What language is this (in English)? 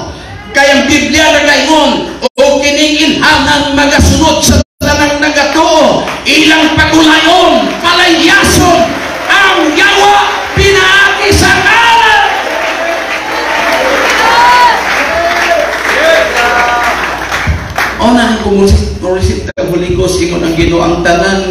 Cebuano